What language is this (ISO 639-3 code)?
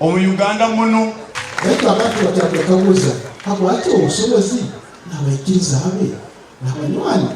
nyn